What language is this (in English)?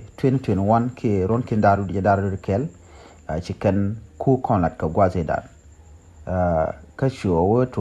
Nuer